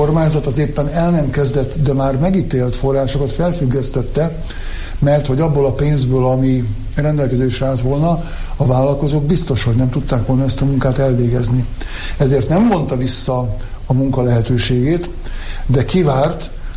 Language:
Hungarian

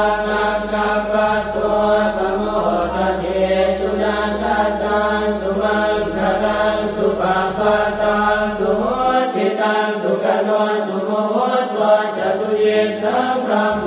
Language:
Pali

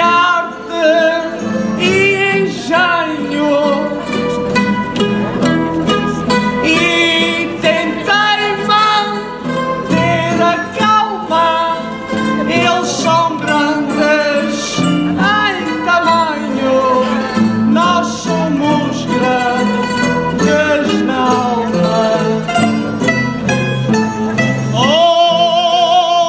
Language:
Portuguese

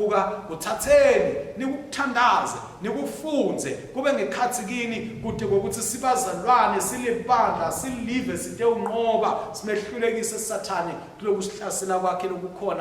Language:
Swati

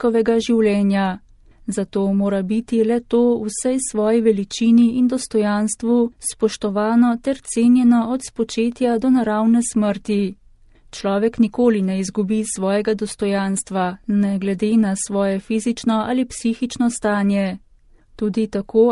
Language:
Slovenian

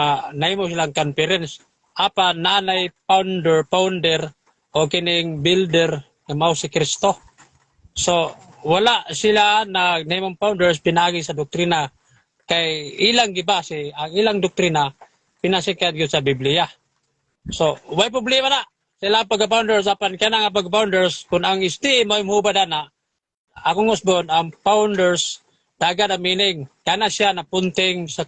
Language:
Cebuano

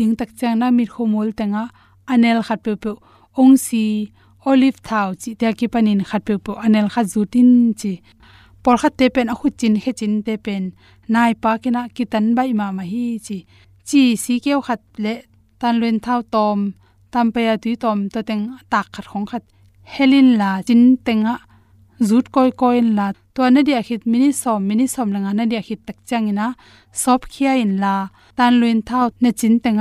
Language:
Tedim Chin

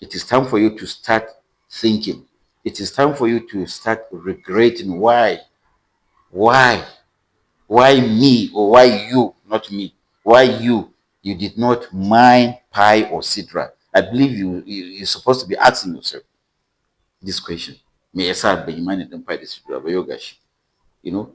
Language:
Hausa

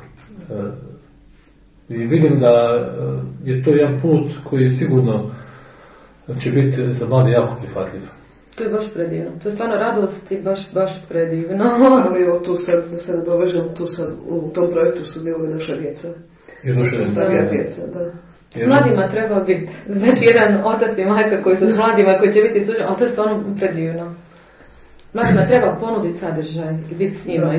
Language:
Croatian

